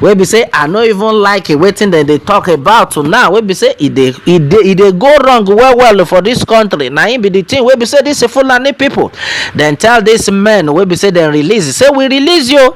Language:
Nigerian Pidgin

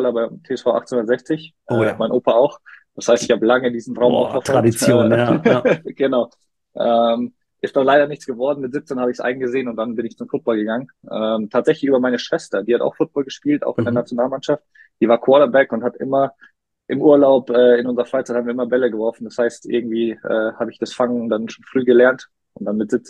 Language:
German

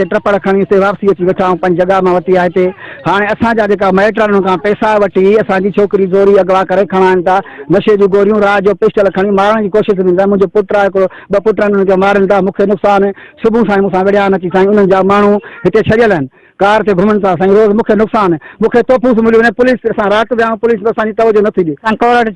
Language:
Sindhi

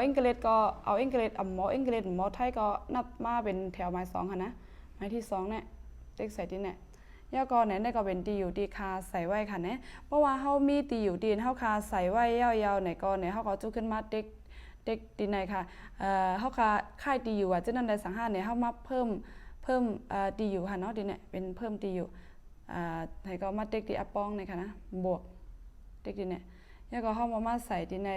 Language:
Shan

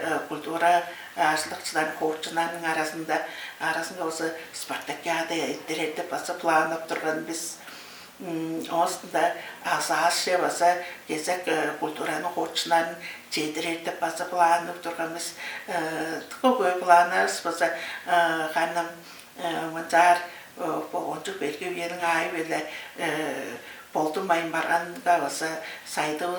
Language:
Tuvinian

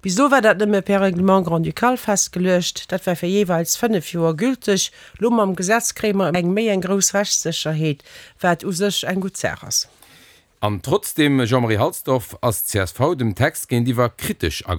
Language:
Luxembourgish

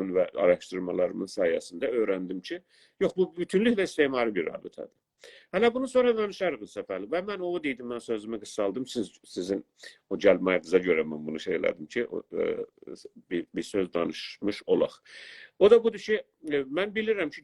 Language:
South Azerbaijani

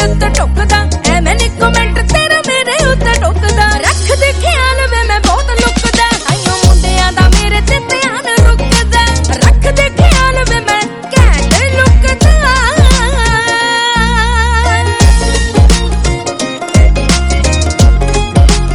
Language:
Punjabi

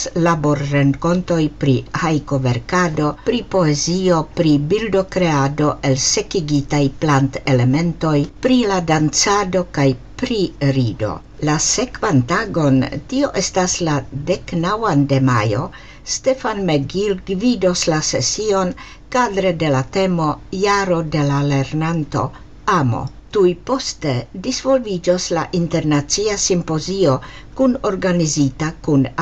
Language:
Esperanto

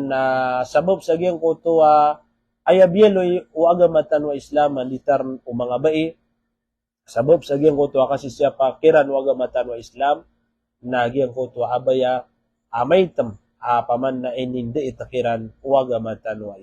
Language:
Maranao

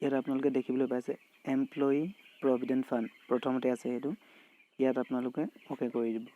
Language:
Assamese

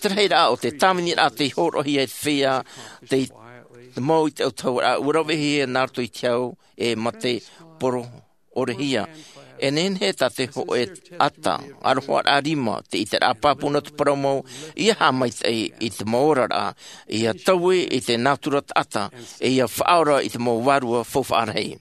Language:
Tahitian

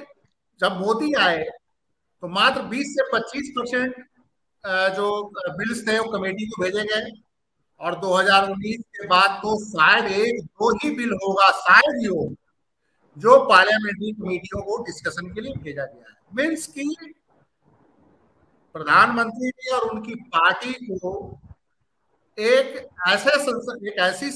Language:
Hindi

